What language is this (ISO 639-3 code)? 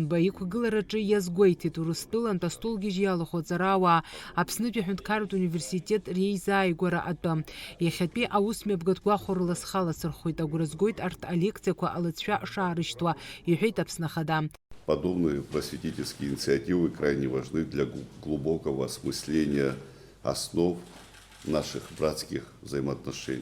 abk